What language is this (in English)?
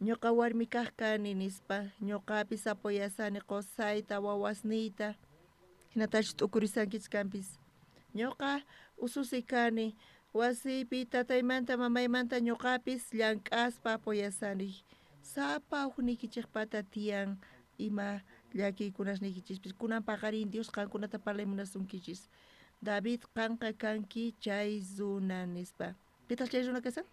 South Bolivian Quechua